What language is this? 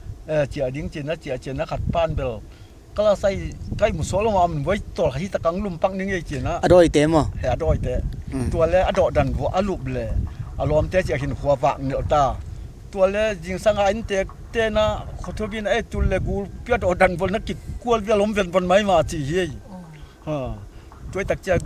Tedim Chin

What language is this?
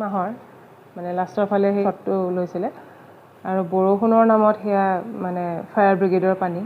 Assamese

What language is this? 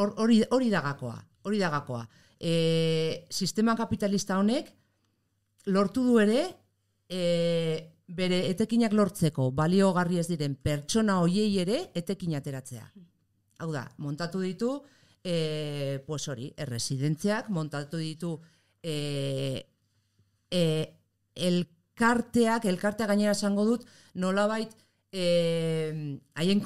Basque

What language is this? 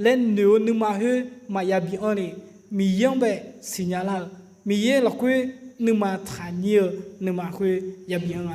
Akha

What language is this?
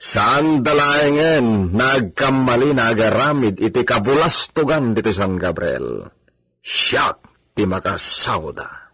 Iloko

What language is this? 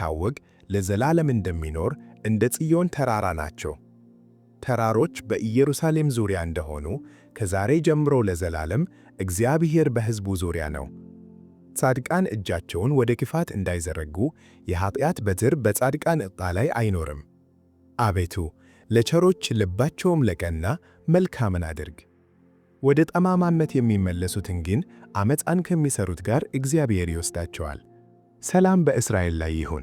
Amharic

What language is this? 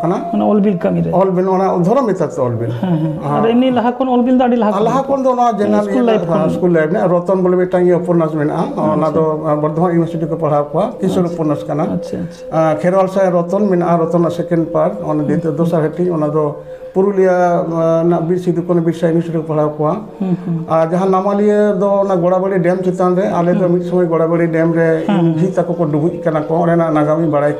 Santali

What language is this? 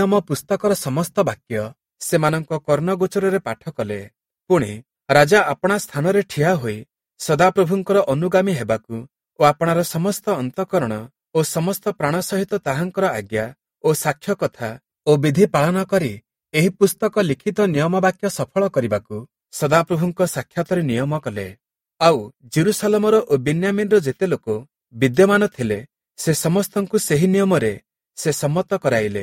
Odia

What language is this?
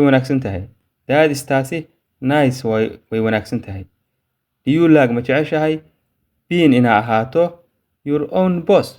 Somali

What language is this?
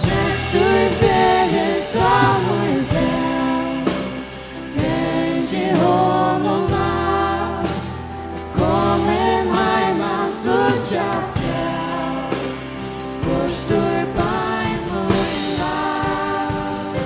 Faroese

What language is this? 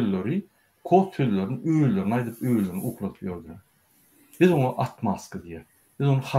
Turkmen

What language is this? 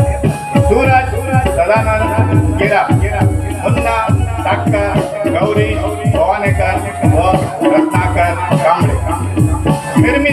Konkani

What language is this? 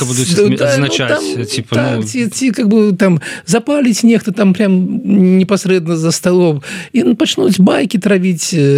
Belarusian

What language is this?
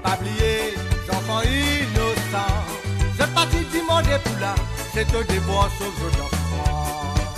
Morisyen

